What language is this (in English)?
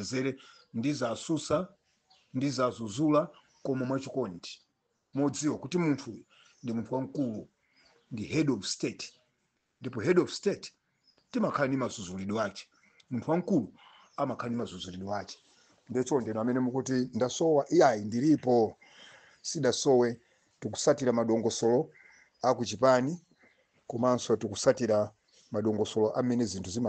Nyanja